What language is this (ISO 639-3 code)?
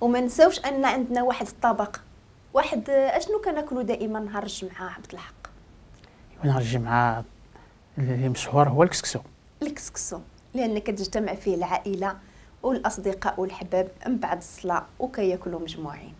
ary